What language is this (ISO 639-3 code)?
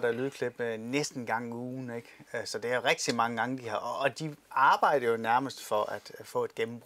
dan